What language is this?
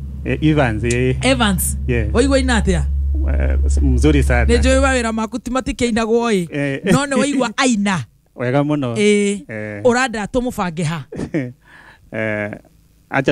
Kikuyu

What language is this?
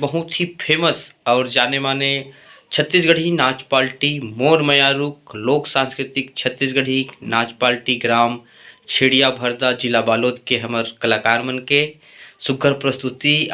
Chhattisgarhi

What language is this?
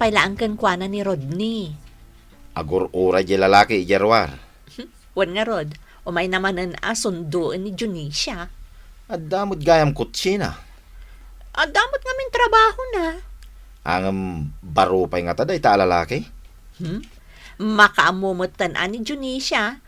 Iloko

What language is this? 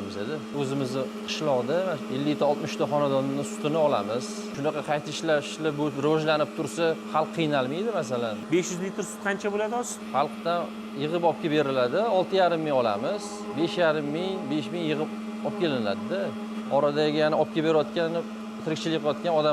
Uzbek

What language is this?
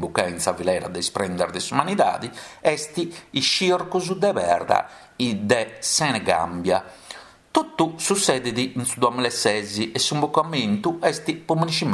Sardinian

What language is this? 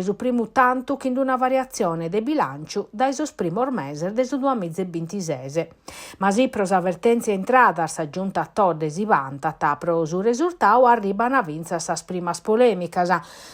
Sardinian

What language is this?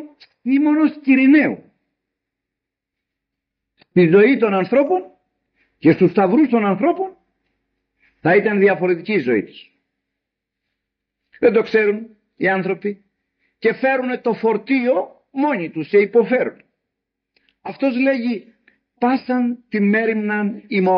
Greek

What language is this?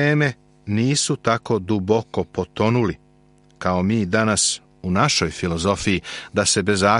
Serbian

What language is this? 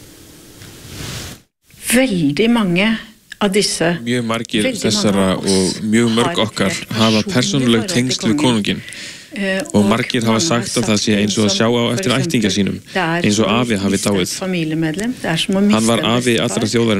Icelandic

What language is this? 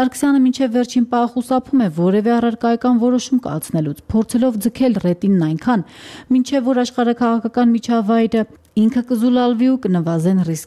Armenian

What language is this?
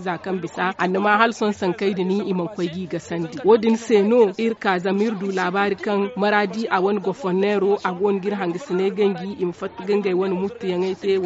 Zarma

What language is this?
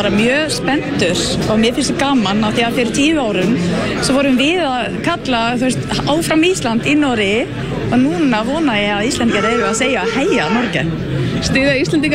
Icelandic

